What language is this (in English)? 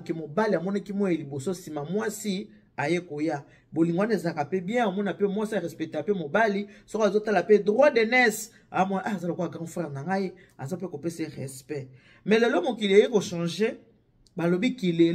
Lingala